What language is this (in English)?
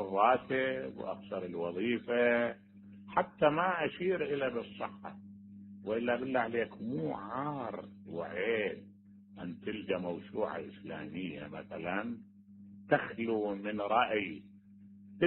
Mesopotamian Arabic